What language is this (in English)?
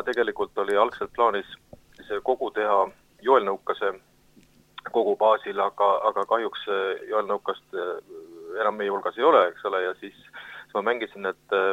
Estonian